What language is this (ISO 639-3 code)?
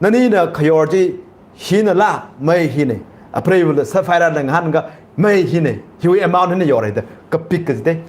nmf